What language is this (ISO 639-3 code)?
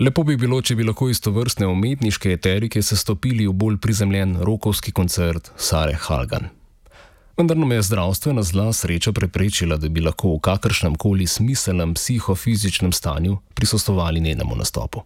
slv